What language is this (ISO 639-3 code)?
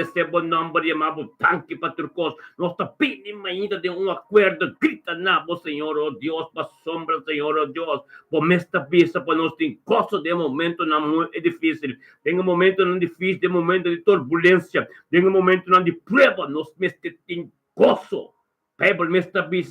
pap